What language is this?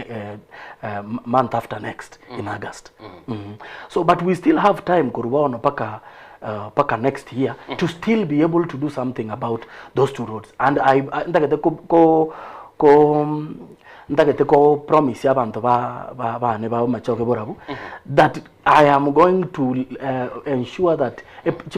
Gusii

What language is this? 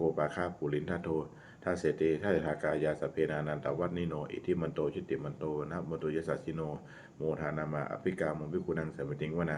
Pali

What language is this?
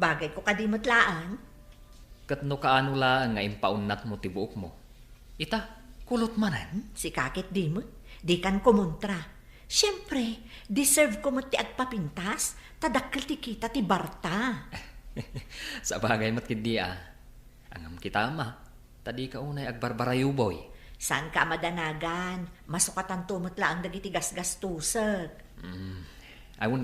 Iloko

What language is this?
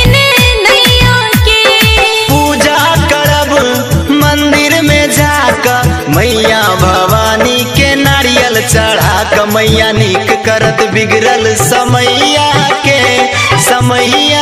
Maithili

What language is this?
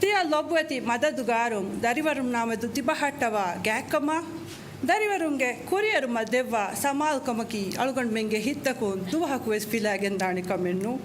Divehi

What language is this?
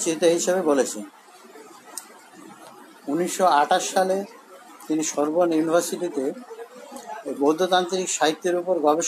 Bangla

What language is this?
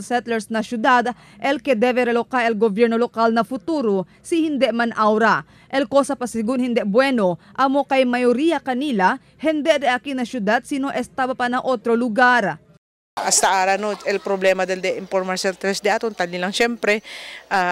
Chavacano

